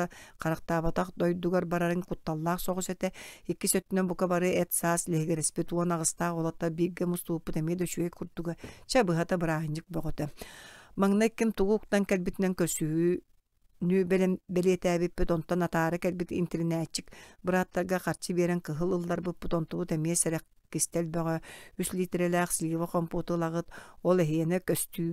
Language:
Yakut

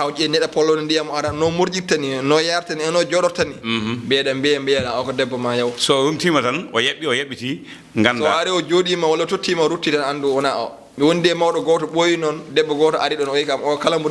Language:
Fula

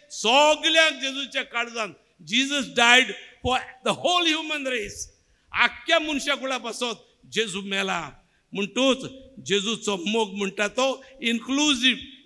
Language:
Konkani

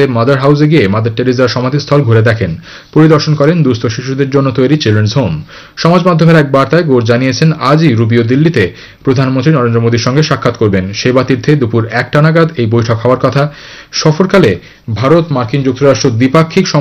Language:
Bangla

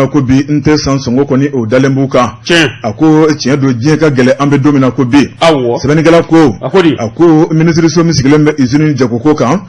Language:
Bambara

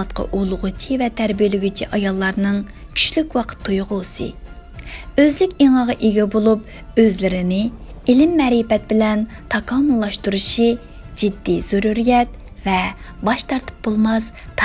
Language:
Uyghur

